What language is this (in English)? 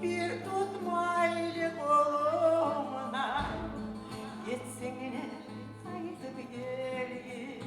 Kumyk